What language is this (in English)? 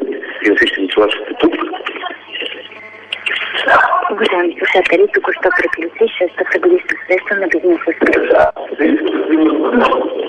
Bulgarian